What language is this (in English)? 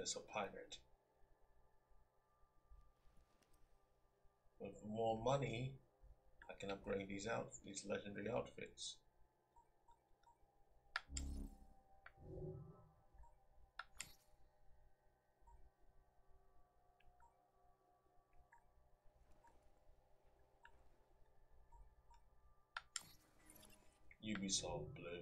English